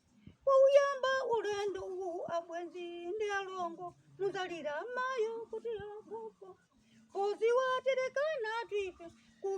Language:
Nyanja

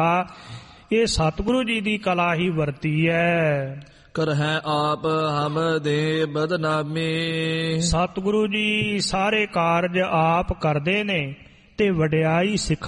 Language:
Punjabi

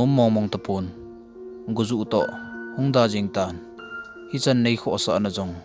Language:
Thado Chin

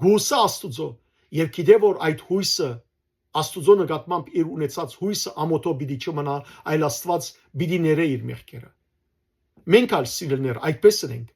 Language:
Western Armenian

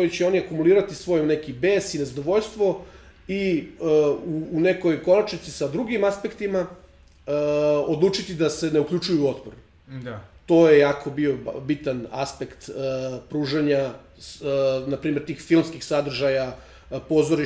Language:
Serbian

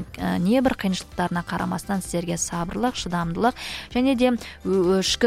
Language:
Kazakh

